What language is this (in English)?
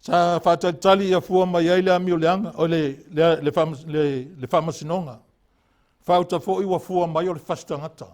Samoan